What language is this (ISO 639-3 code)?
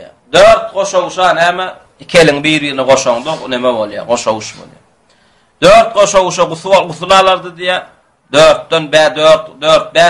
tuk